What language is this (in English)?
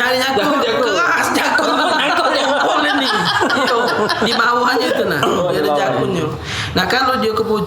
Musi